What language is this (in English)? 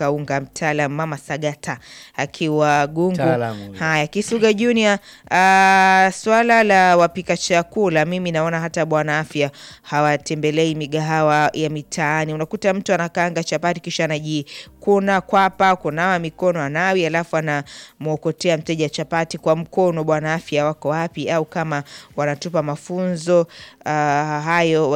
Swahili